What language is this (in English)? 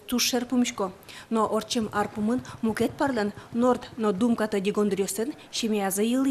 Udmurt